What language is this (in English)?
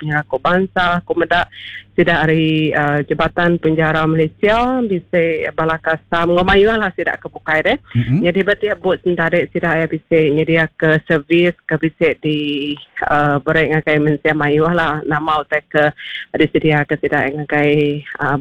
Iban